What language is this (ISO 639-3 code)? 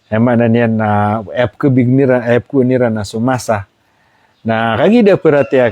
mrw